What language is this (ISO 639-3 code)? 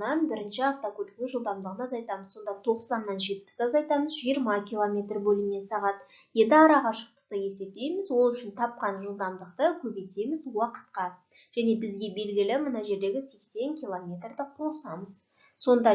kaz